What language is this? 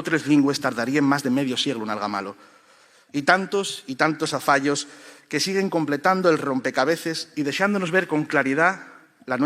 Asturian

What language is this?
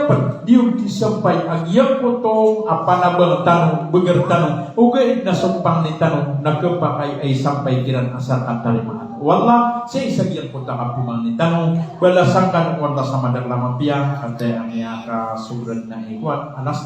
Maranao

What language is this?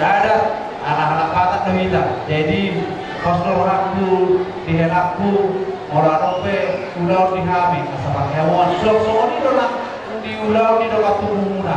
Batak Toba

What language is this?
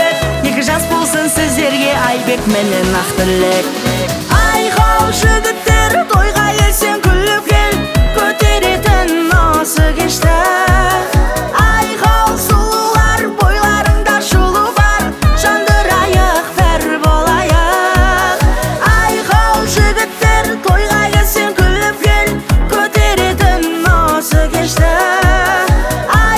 Kazakh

